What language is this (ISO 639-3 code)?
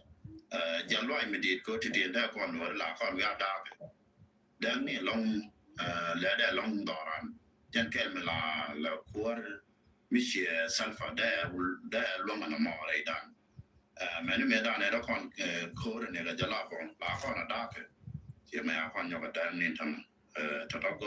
nus